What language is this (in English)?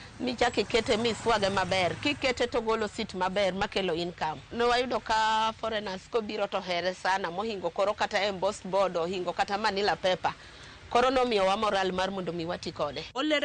Luo (Kenya and Tanzania)